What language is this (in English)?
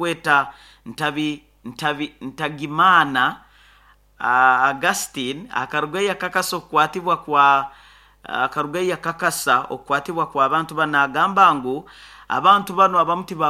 Nyoro